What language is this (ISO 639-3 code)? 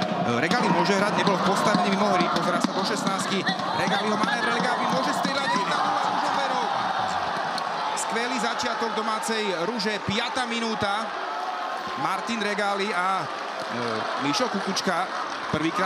slk